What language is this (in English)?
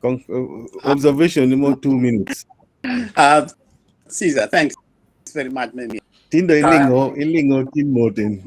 Acoli